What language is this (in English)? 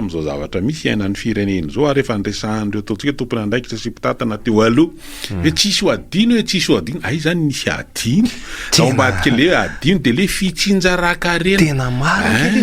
Malagasy